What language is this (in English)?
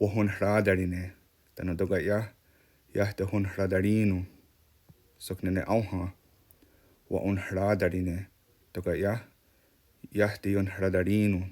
Mohawk